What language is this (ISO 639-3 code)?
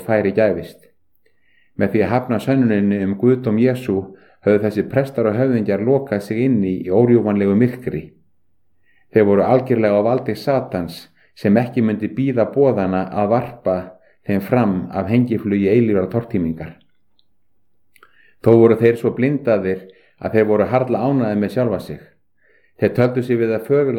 isl